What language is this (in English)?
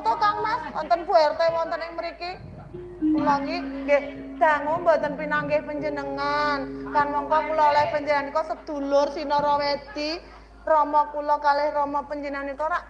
Javanese